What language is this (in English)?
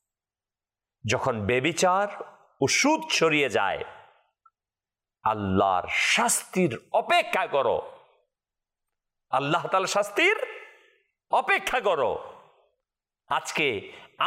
Bangla